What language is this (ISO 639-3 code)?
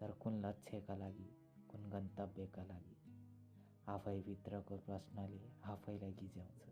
nep